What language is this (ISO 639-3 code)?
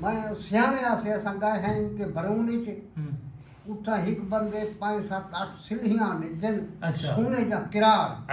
skr